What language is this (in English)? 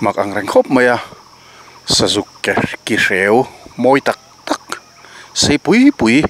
Mizo